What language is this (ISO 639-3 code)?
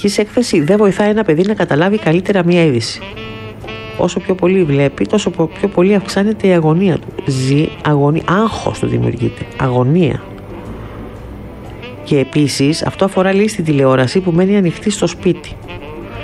ell